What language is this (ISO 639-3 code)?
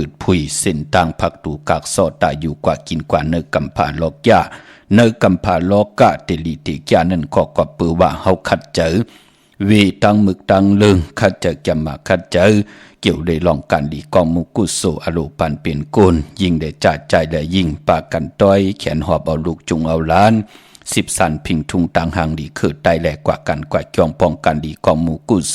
shn